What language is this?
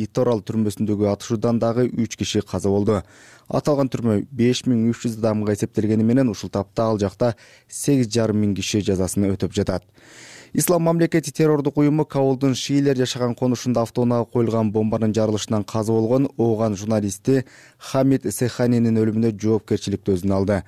Kyrgyz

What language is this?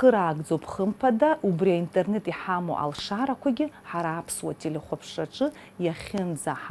Abkhazian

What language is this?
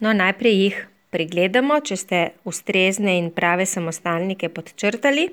Slovenian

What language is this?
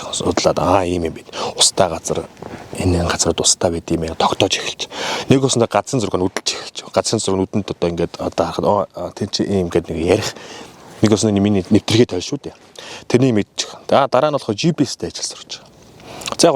Mongolian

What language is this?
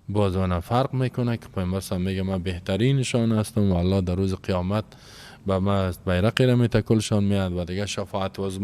Persian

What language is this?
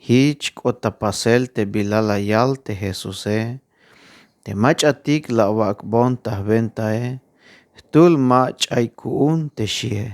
Tzeltal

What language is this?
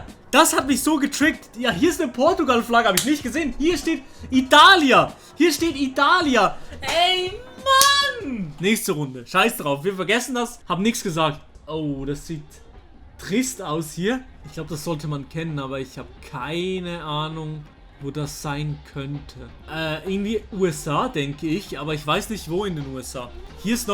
Swiss German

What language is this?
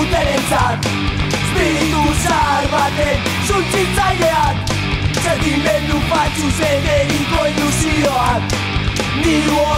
Basque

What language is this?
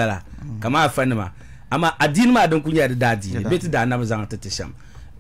Dagbani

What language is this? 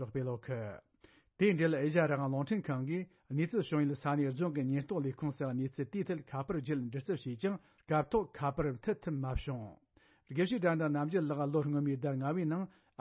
Tibetan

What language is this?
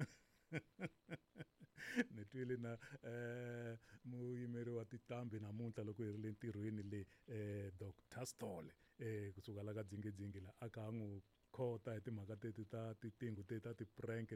Tsonga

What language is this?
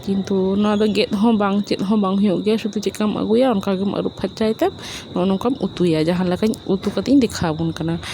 Santali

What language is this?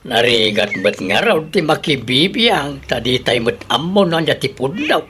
Iloko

